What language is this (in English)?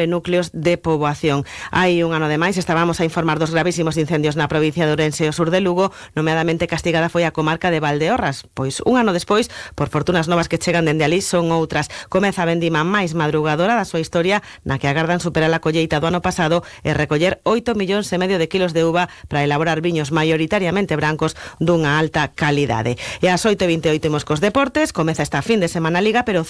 Galician